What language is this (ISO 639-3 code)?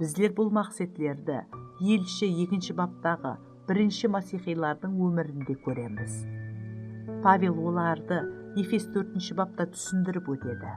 kaa